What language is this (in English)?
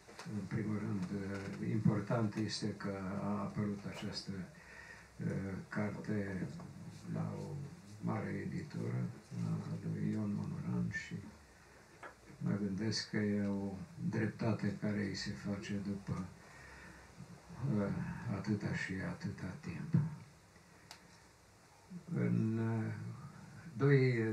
Romanian